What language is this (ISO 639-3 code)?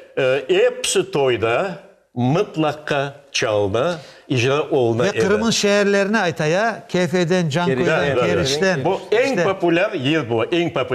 crh